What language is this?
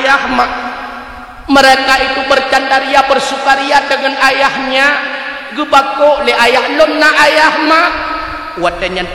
Achinese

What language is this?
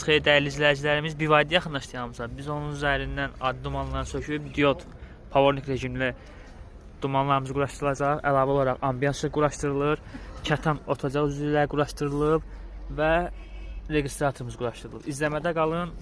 Azerbaijani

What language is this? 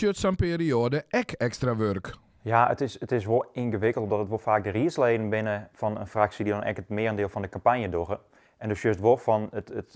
Western Frisian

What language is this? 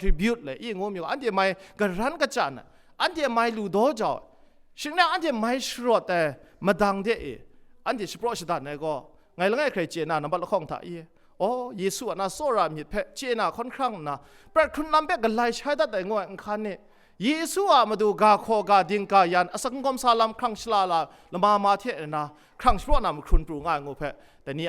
Kachin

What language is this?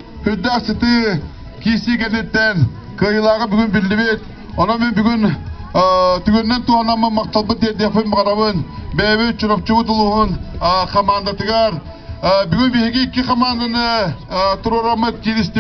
Yakut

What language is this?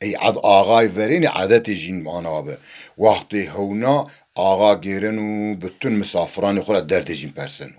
Zaza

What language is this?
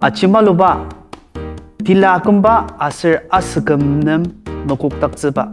Ao Naga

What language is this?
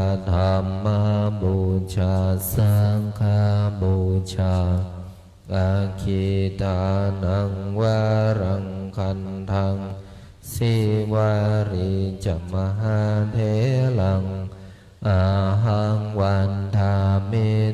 Pali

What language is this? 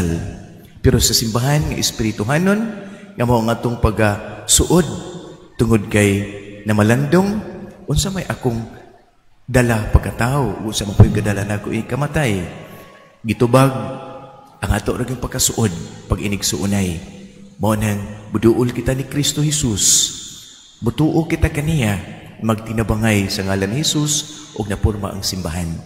Cebuano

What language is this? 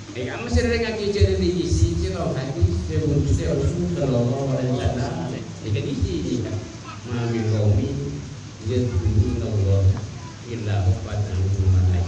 Madurese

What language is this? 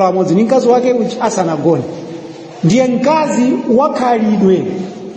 Nyanja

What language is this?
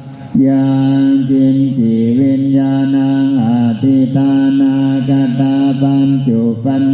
Pali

